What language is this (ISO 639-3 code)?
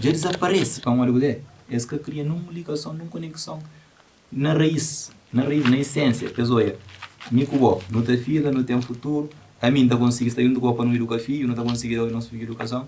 kea